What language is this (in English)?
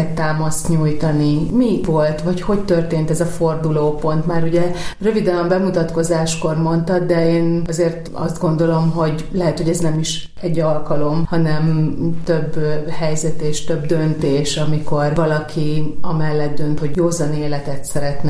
Hungarian